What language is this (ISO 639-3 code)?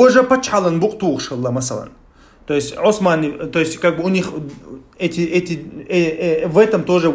che